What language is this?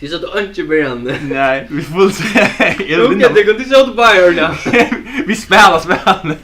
Faroese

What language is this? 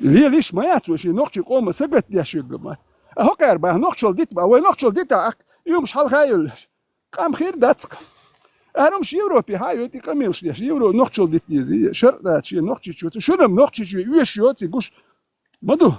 Chechen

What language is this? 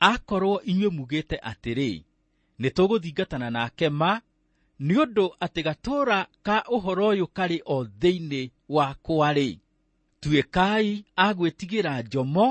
Kikuyu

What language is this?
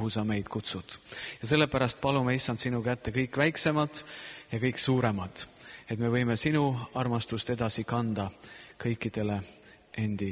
Estonian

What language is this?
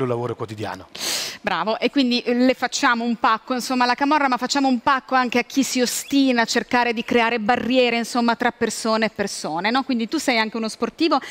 Italian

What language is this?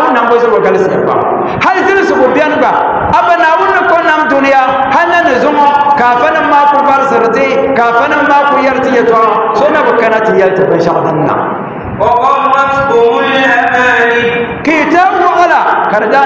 Dagbani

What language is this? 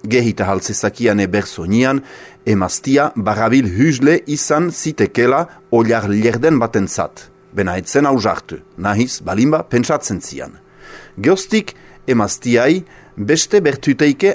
Basque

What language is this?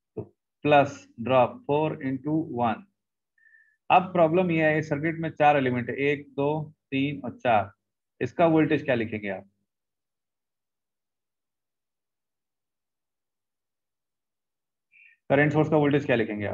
Hindi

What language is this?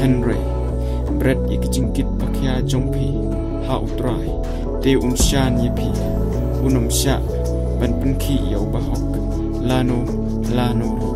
Khasi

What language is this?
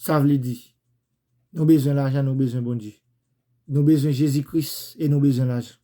Haitian Creole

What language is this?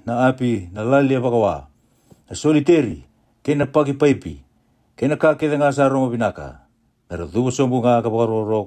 Fijian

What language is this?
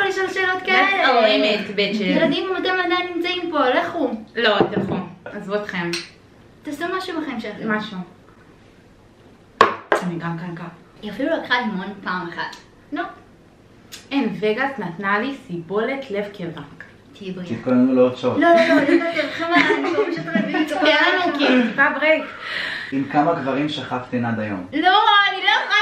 Hebrew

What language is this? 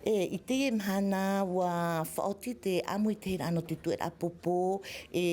Tahitian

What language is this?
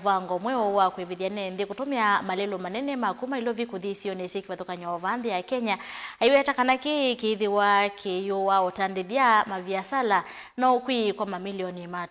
Kamba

